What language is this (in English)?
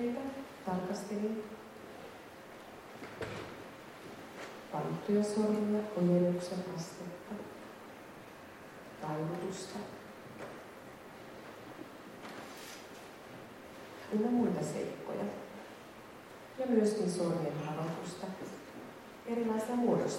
Finnish